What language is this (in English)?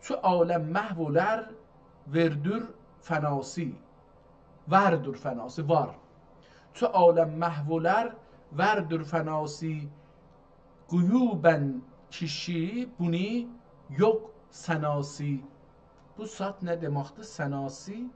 South Azerbaijani